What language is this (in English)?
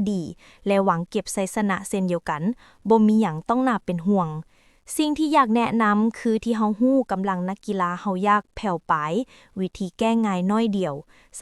Lao